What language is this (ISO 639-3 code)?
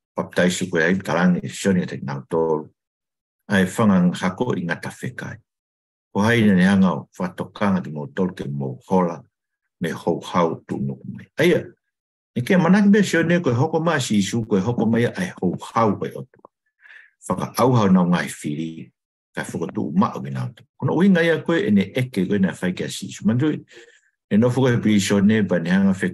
ton